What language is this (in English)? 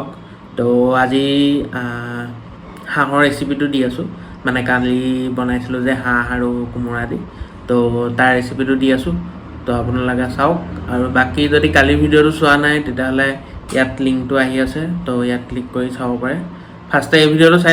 Assamese